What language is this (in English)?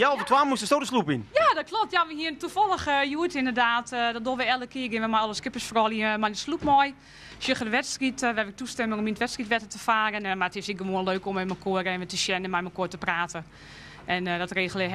Western Frisian